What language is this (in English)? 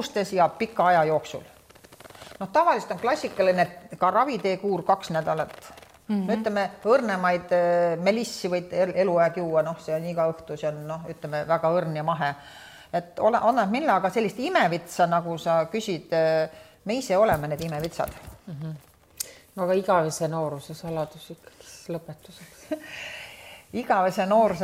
Estonian